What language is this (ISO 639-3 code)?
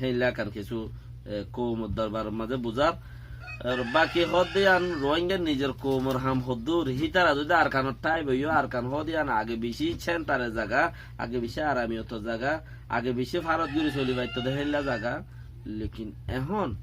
rhg